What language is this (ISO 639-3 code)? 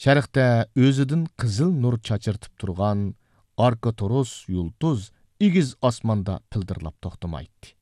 uig